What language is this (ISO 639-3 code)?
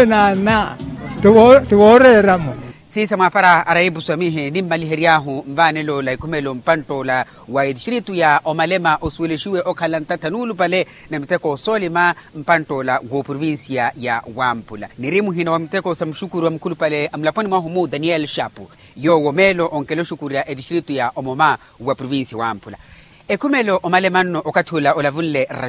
vmw